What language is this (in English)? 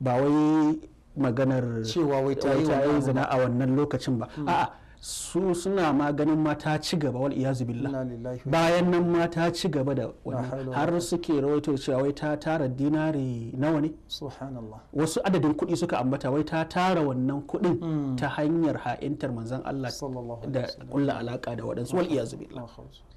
Hausa